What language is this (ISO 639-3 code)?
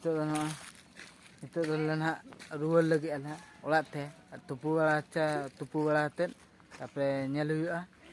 sat